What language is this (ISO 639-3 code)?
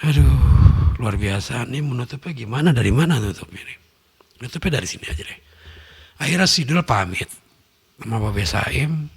bew